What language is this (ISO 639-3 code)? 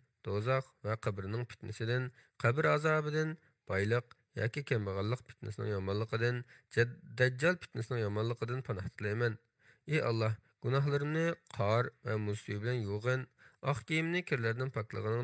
uig